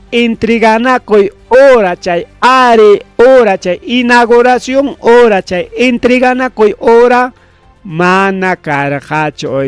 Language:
Ayacucho Quechua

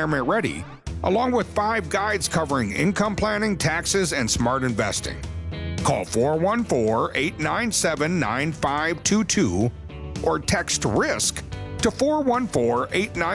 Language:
English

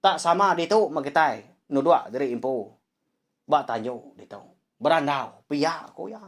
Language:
Iban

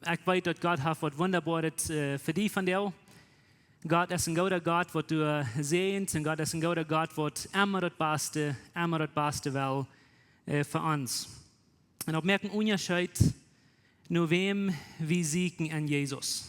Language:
Plautdietsch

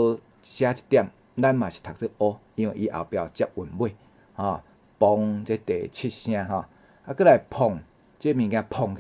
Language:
Min Nan Chinese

